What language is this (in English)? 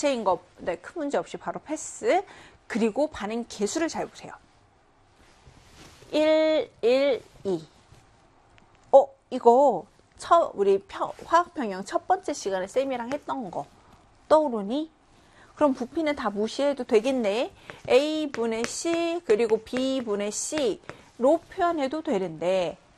Korean